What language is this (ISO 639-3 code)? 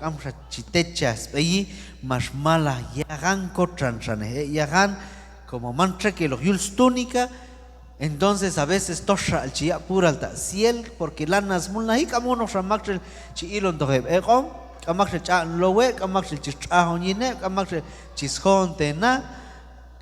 kjb